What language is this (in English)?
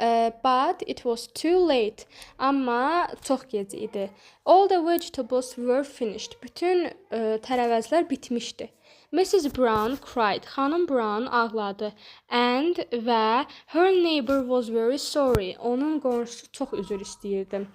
Azerbaijani